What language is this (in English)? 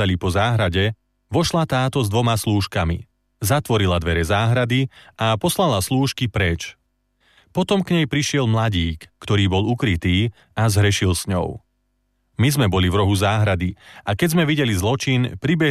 Slovak